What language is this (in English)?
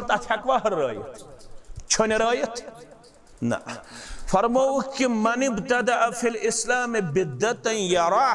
Kashmiri